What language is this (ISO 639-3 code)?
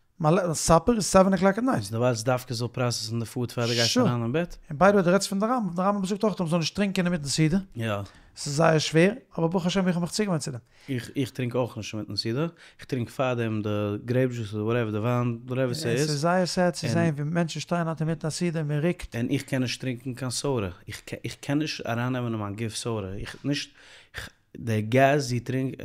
yid